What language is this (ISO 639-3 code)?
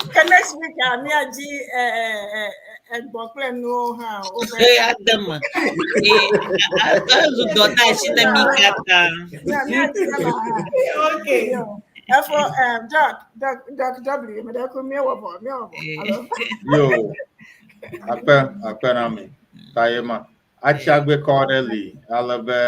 ewe